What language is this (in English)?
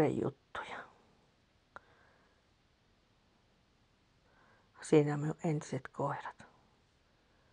Finnish